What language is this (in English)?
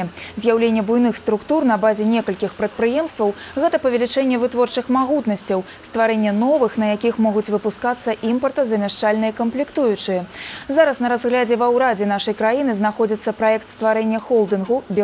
Belarusian